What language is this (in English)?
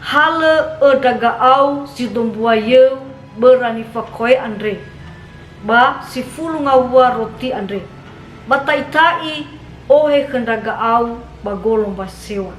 Nias